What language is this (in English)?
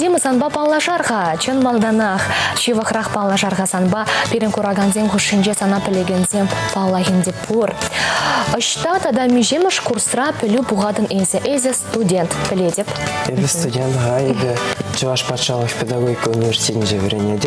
Chuvash